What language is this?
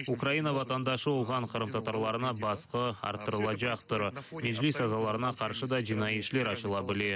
Crimean Tatar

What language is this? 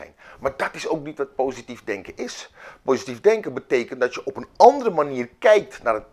Dutch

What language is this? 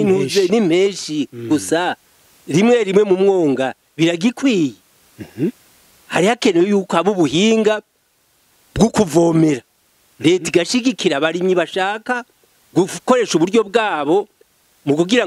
Rundi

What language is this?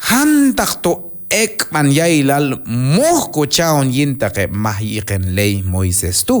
Q'anjob'al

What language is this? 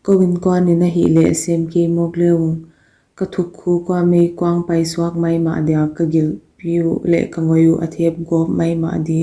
Paite Chin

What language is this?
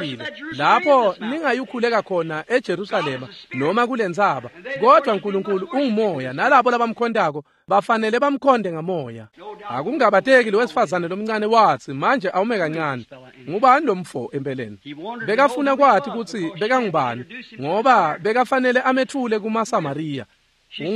Swati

